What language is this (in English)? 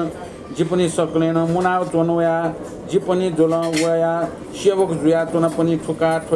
Newari